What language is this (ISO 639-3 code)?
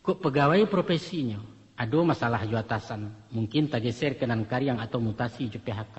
min